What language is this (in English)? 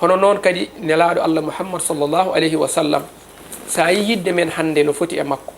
Fula